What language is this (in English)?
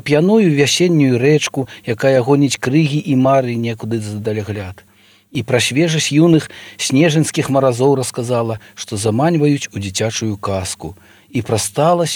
Belarusian